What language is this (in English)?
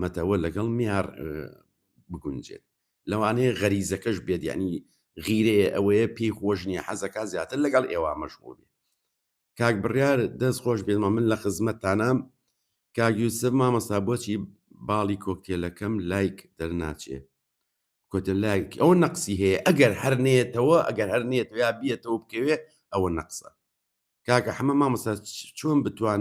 Central Kurdish